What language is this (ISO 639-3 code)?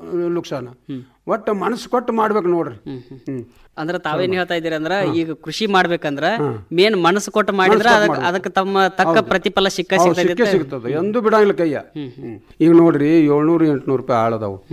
kan